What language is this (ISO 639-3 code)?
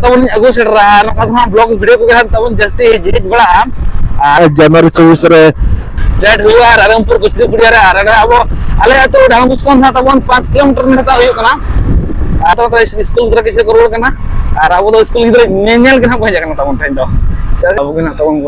sat